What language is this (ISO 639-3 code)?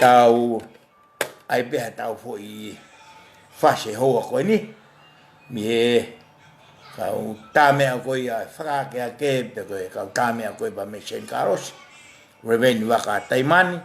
ton